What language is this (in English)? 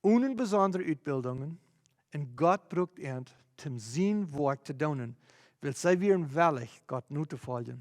Plautdietsch